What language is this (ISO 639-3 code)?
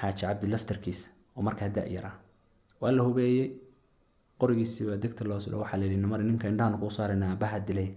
som